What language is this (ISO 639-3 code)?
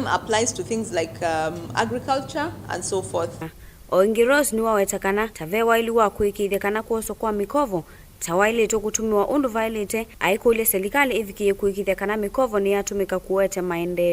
kam